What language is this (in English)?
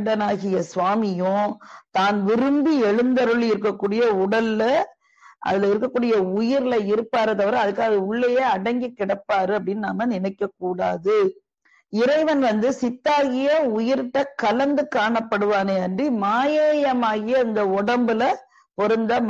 Tamil